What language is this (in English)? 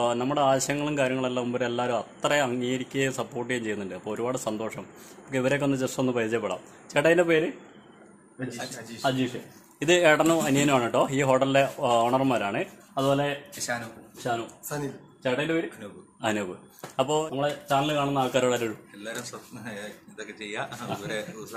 Malayalam